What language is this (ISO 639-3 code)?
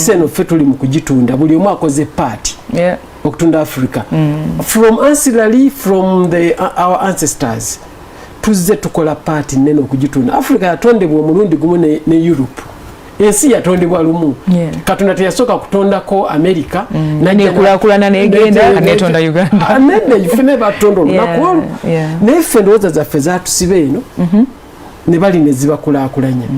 lug